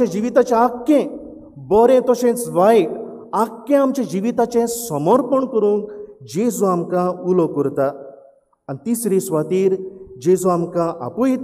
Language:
Konkani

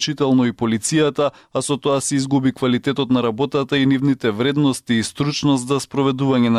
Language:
Macedonian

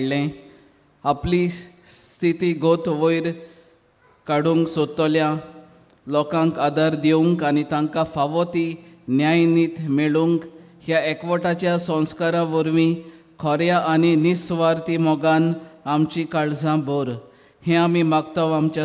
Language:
Konkani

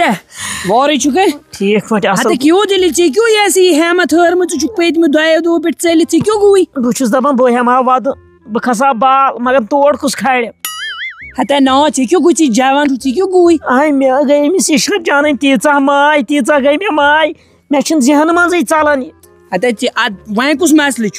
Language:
Kashmiri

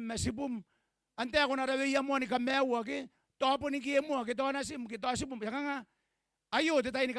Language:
Gilbertese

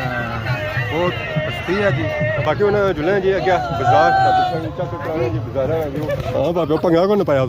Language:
Pahari-Potwari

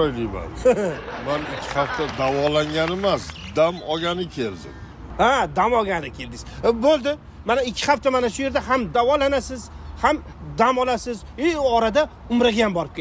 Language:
Uzbek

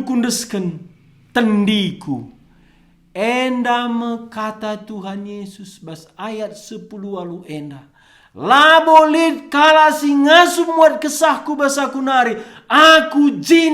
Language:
Batak Karo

